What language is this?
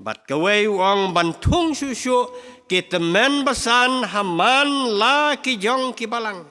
Khasi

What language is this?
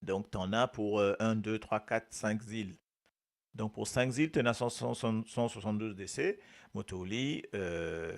Morisyen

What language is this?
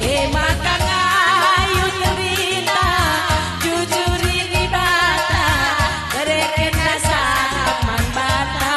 Batak Karo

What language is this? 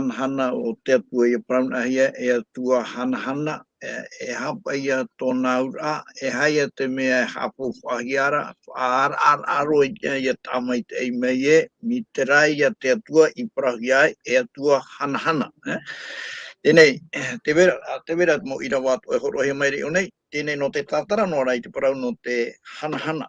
Tahitian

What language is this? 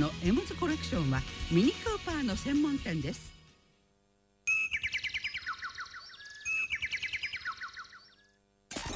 Japanese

